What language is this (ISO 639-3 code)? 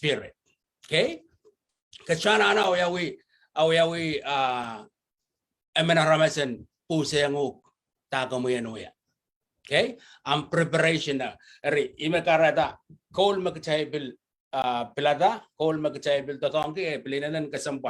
pon